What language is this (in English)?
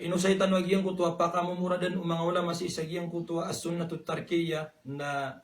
Maranao